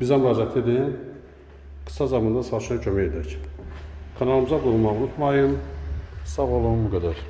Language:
Azerbaijani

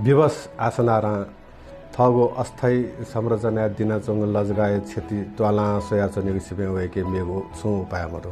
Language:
Newari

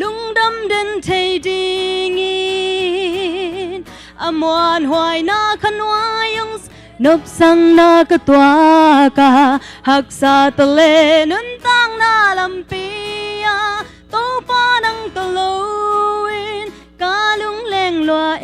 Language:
Tedim Chin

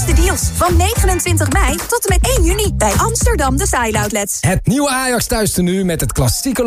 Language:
Dutch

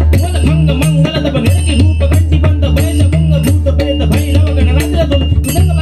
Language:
Marathi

